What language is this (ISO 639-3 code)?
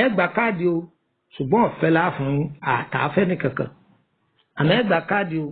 yor